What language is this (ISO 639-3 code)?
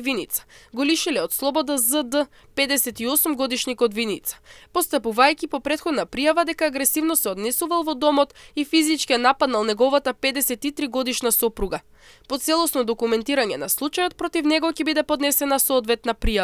mkd